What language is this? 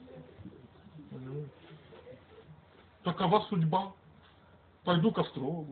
Russian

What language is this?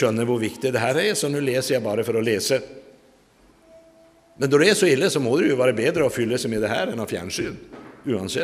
Norwegian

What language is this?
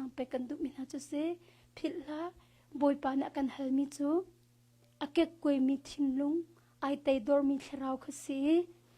Hakha Chin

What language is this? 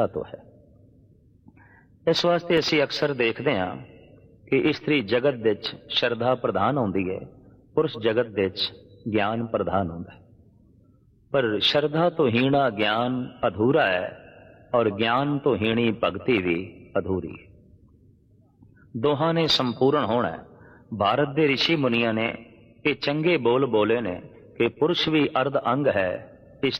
Punjabi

